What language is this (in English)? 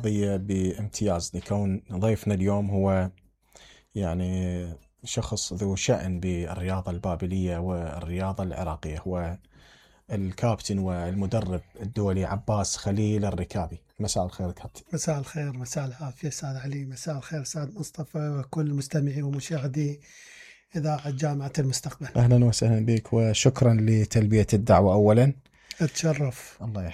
Mesopotamian Arabic